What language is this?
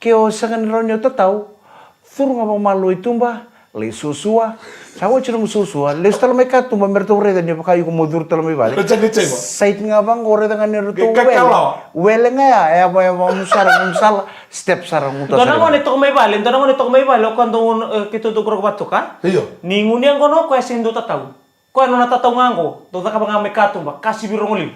Fijian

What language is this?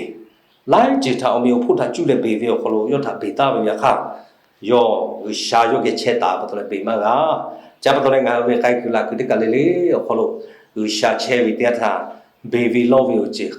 Lahu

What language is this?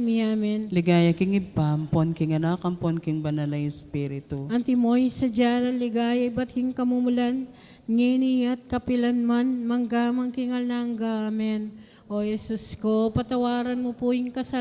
Pampanga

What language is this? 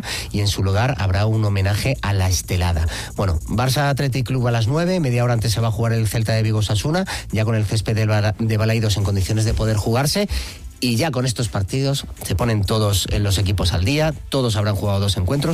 Spanish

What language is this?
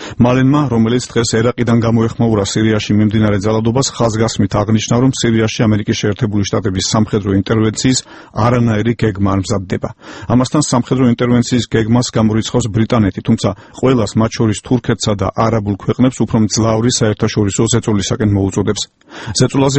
Georgian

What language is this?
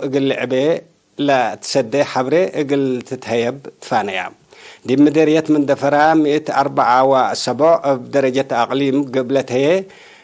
Tigre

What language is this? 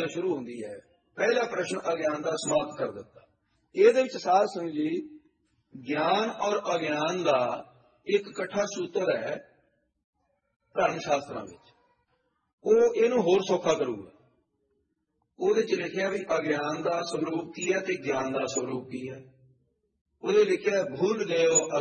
Punjabi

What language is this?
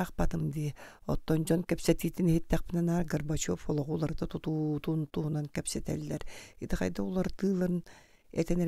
Yakut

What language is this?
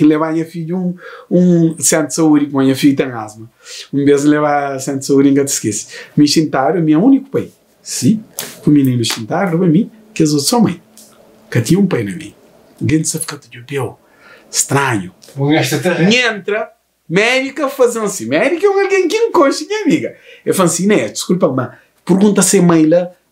Kabuverdianu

